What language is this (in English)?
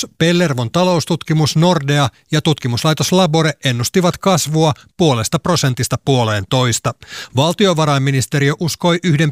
Finnish